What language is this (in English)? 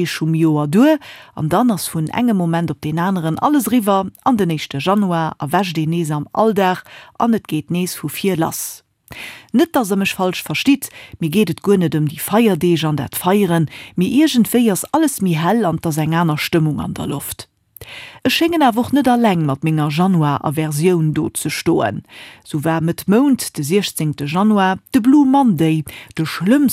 Luxembourgish